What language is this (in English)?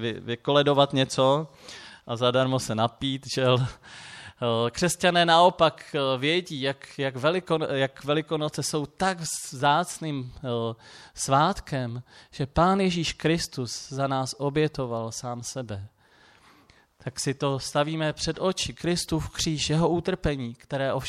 Czech